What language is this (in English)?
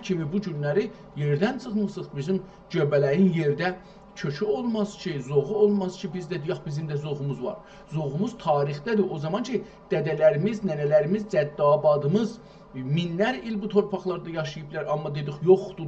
South Azerbaijani